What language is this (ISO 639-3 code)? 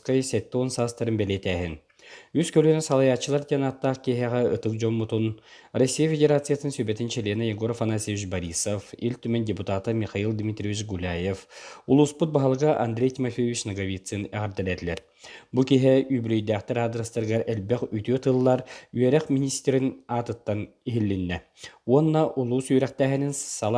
sah